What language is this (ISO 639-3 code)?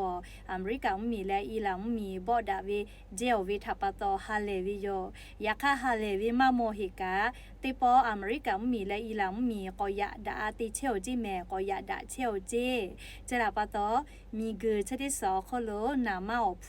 lhu